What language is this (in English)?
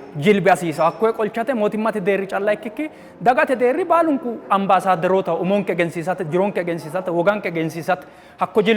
Sidamo